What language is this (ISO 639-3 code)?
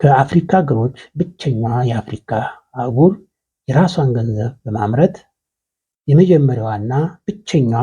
amh